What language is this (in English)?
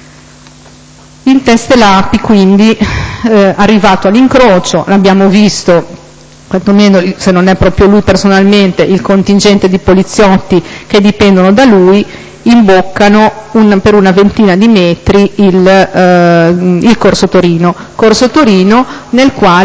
Italian